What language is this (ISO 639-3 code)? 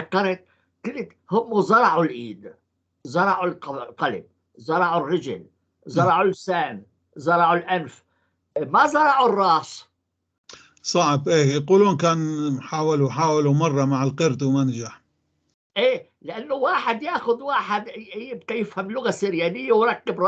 apc